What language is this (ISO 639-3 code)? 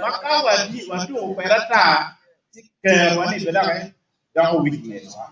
ach